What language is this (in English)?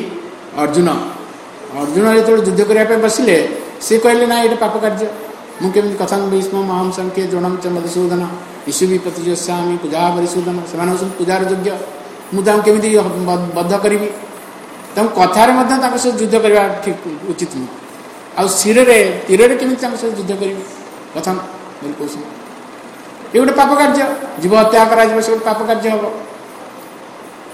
Odia